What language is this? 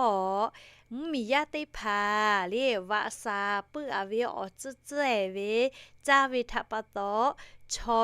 Lahu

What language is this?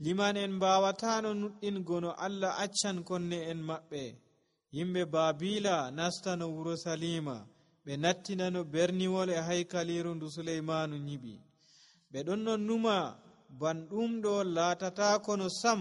Nigerian Fulfulde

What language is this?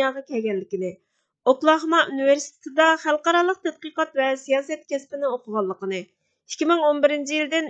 Uyghur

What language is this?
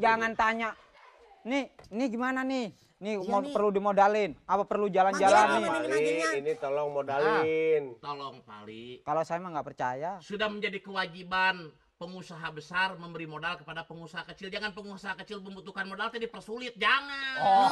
Betawi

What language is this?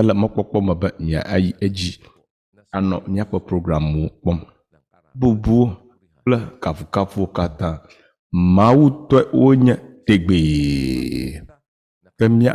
Ewe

